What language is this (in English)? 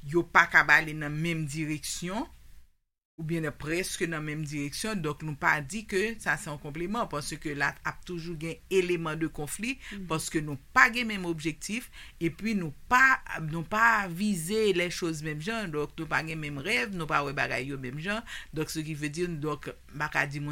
Haitian Creole